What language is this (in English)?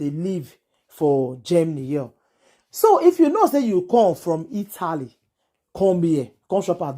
Nigerian Pidgin